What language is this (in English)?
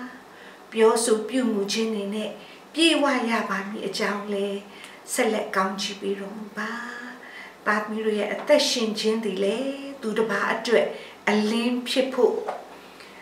Burmese